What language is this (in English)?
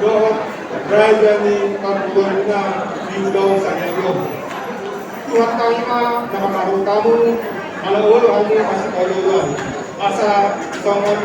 Batak Toba